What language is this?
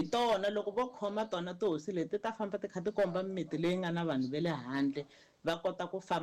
Tsonga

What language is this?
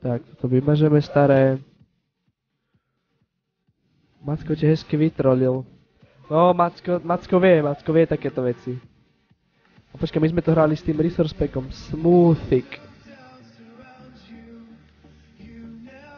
Slovak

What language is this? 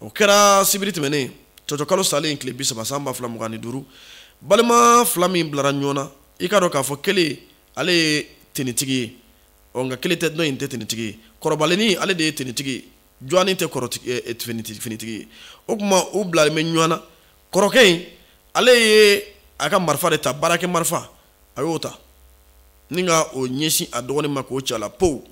Bambara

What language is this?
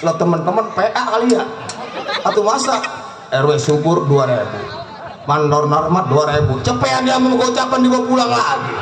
Betawi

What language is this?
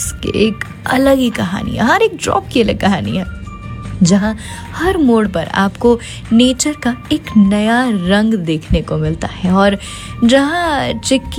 Hindi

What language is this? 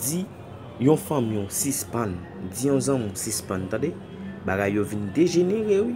Haitian Creole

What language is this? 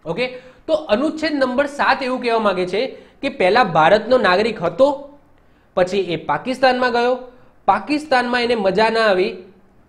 Gujarati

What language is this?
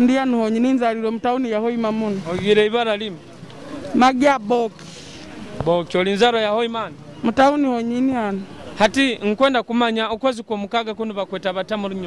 Nyoro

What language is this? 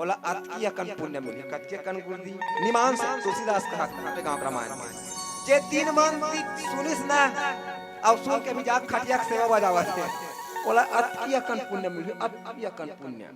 Chhattisgarhi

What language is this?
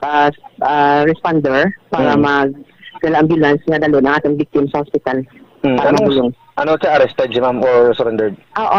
Hiligaynon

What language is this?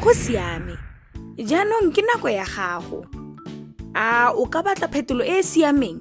Tswana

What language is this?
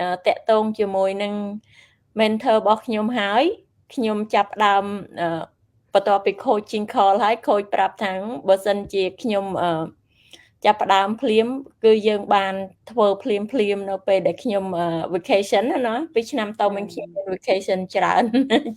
Khmer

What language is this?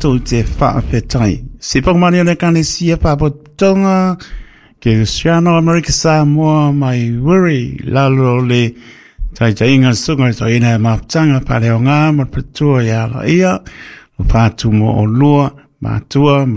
Samoan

